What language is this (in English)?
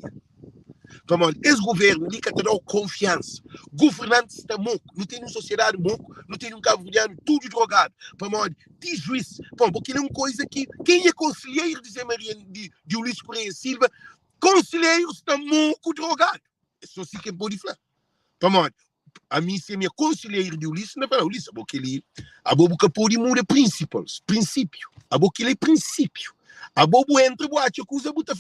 Kabuverdianu